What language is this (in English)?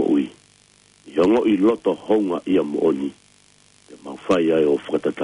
Tongan